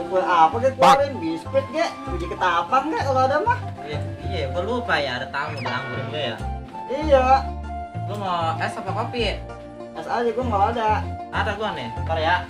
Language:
Betawi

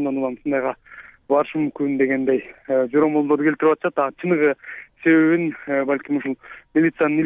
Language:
Kyrgyz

